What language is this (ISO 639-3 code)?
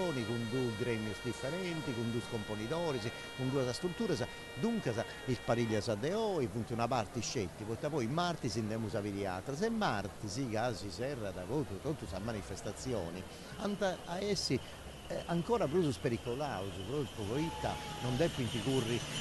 srd